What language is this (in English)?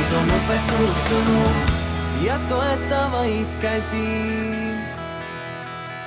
Estonian